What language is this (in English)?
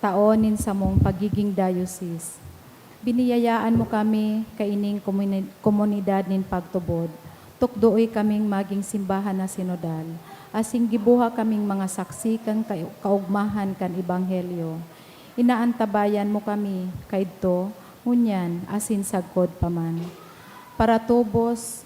Bikol